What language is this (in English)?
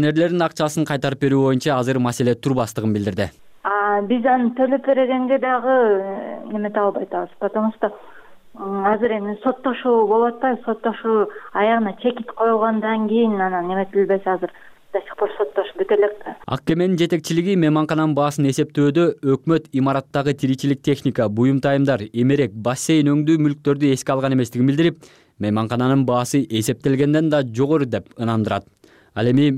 Kyrgyz